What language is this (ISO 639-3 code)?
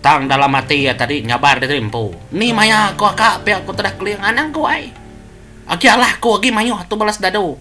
iba